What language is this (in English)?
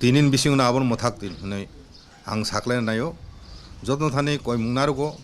Kok Borok